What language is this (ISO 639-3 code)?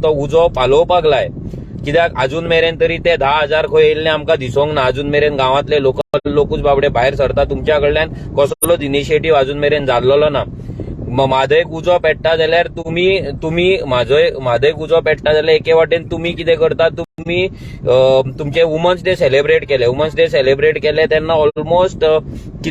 kok